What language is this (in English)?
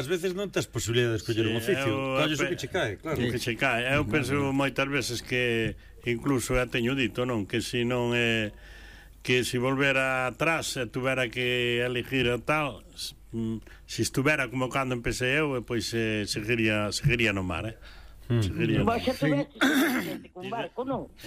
Galician